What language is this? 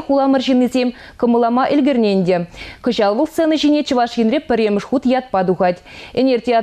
Chuvash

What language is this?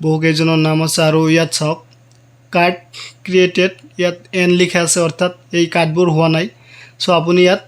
Assamese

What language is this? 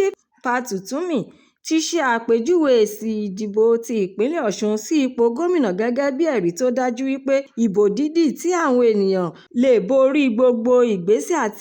Yoruba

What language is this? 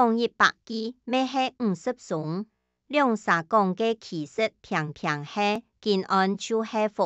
Hakka Chinese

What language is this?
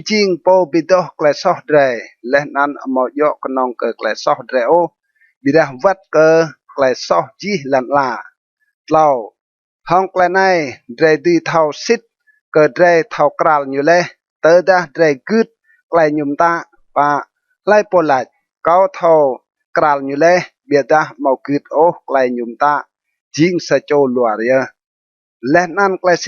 Rade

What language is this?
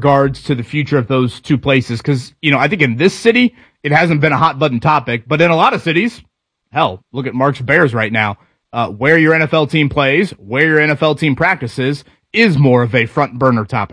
English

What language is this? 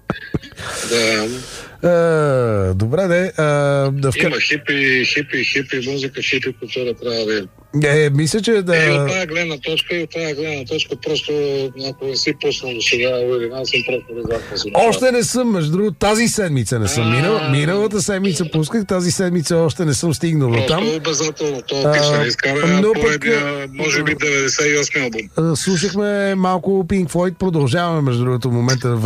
Bulgarian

